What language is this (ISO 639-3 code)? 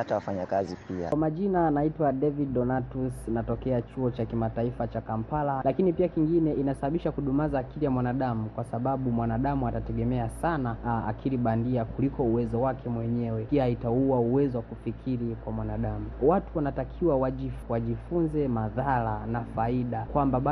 swa